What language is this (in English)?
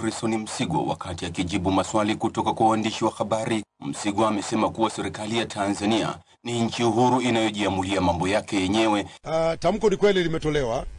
Swahili